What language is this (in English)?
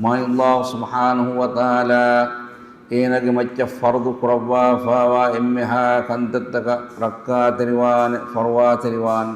Divehi